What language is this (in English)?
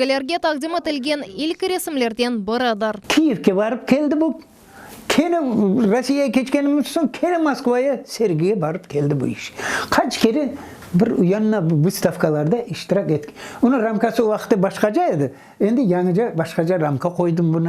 Crimean Tatar